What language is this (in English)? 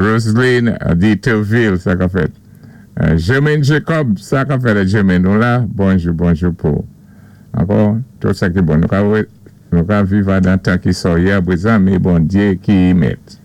Saint Lucian Creole French